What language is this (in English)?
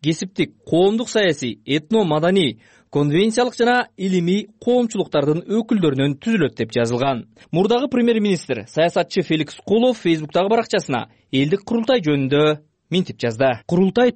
Kyrgyz